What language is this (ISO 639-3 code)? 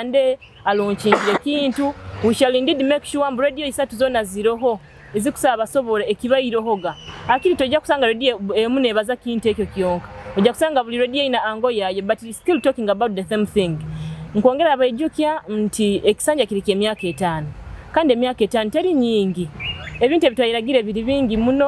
nyo